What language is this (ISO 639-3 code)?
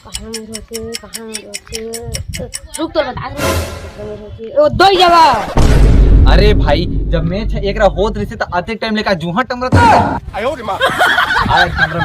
hne